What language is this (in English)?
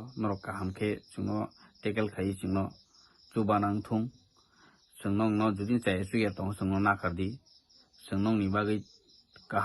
Kok Borok